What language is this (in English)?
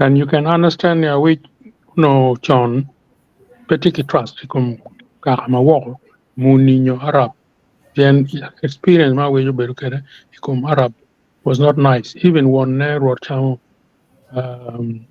Acoli